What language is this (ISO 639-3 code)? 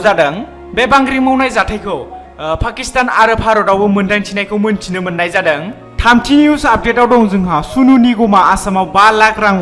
brx